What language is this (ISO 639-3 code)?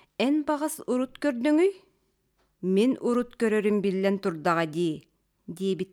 sah